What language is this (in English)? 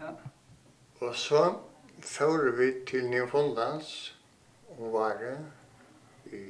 Faroese